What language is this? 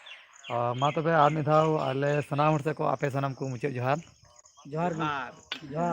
Santali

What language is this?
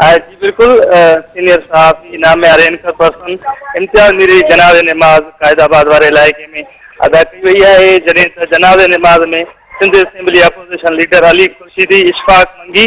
Sindhi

